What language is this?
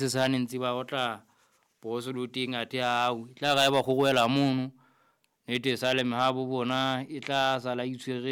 Southern Sotho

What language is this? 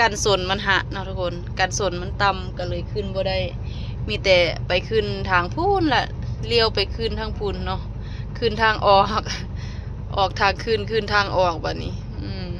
Lao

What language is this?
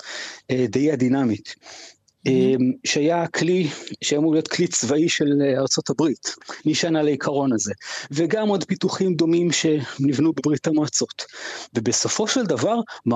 Hebrew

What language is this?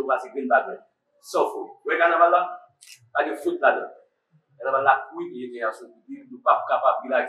Haitian Creole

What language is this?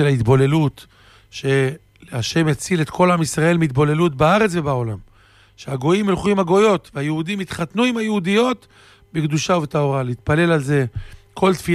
Hebrew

